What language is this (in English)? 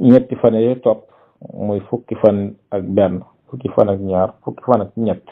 Wolof